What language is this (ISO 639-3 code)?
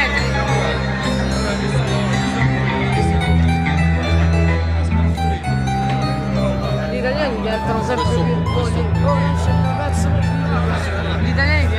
ita